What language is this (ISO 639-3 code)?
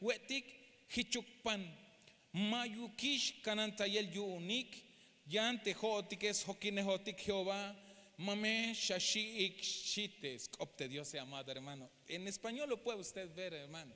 tzh